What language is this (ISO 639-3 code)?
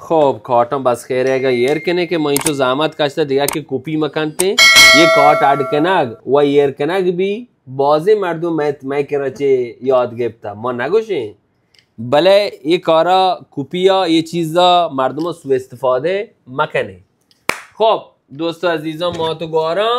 bal